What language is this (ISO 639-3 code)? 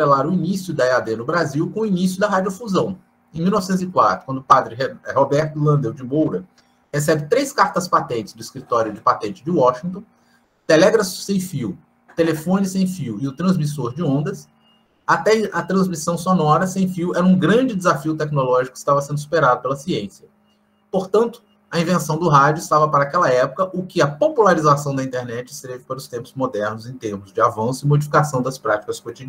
por